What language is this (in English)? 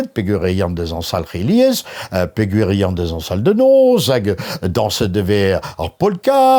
Breton